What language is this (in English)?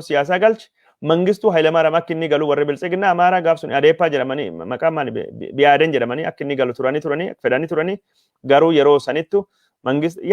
Oromo